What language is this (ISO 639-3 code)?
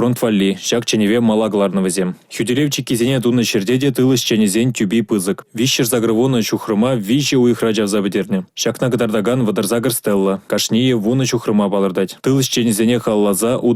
chv